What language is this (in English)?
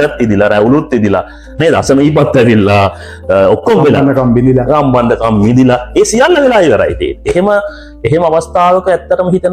Sinhala